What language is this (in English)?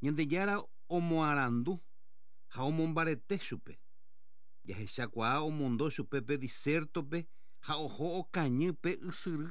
Guarani